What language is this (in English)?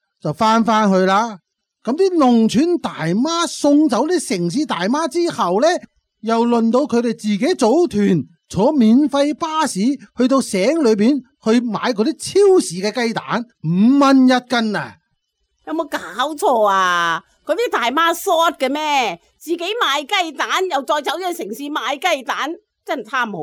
Cantonese